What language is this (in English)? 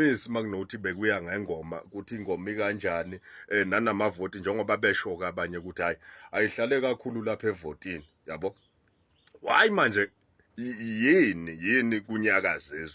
Zulu